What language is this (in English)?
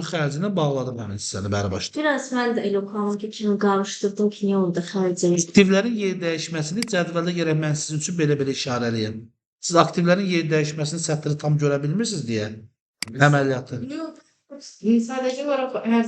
Azerbaijani